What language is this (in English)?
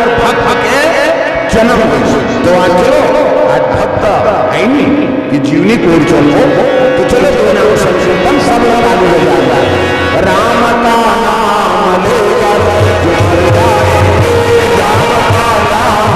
Chhattisgarhi